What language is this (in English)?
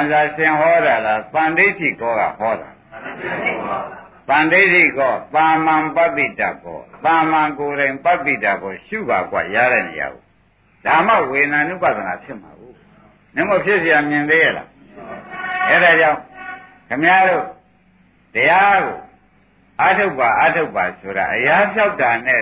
Burmese